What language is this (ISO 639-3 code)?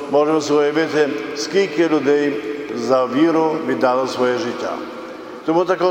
ukr